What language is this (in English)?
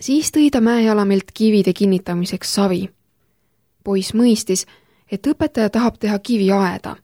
Estonian